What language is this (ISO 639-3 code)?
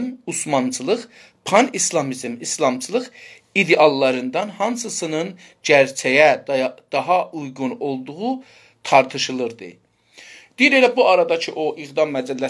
azb